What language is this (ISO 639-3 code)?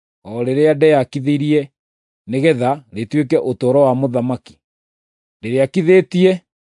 kik